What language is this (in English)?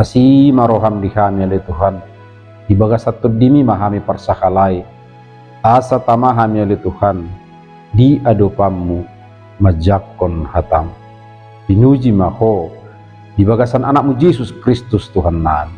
Batak Toba